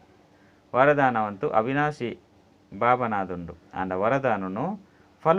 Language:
Tulu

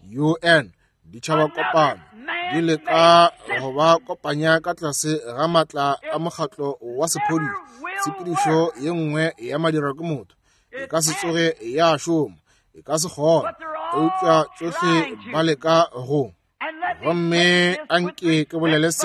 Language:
Northern Sotho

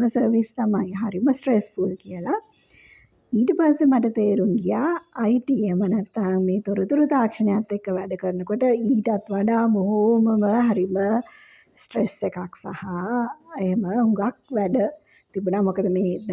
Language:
Sinhala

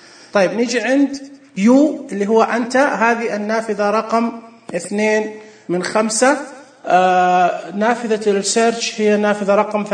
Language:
Najdi Arabic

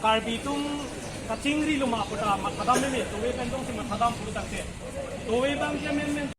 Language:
Karbi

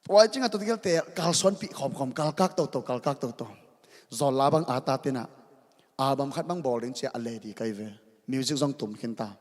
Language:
Tedim Chin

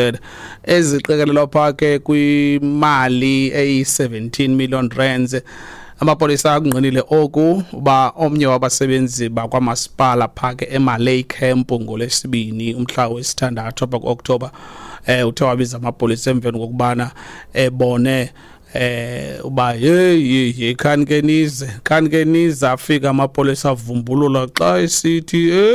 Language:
Xhosa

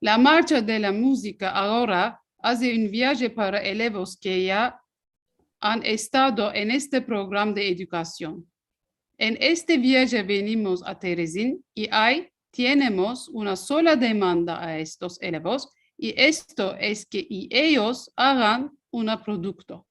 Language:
Ladino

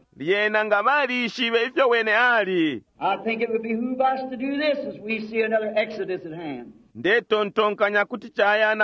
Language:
Bemba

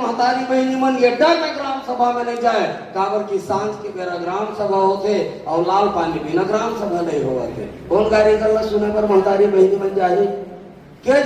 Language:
Chhattisgarhi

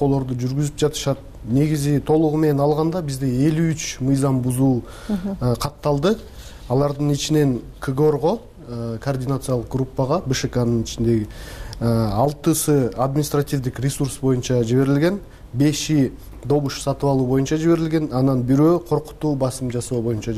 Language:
Kyrgyz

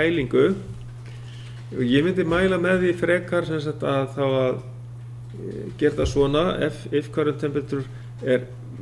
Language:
Icelandic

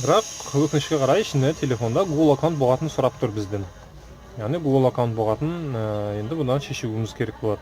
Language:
Kazakh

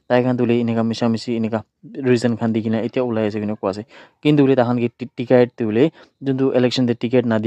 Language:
Naga Pidgin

